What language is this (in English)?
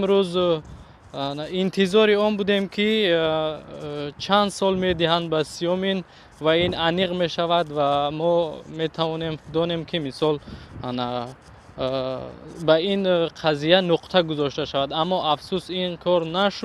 Tajik